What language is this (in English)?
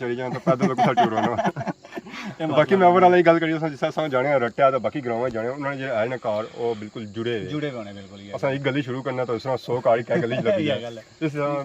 Pahari-Potwari